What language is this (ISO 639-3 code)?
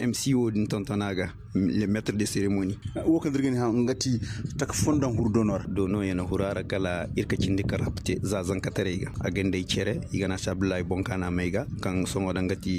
ses